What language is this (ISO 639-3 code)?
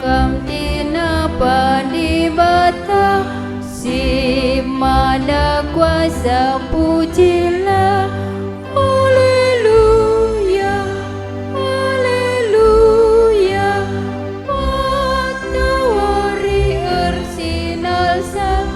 btx